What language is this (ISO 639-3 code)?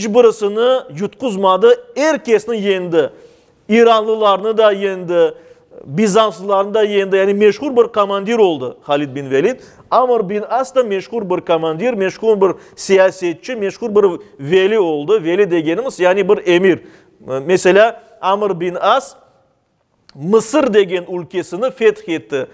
crh